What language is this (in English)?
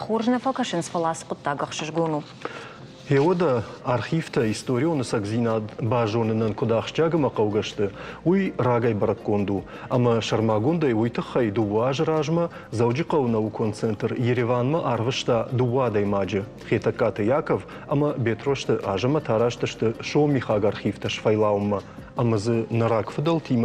Ossetic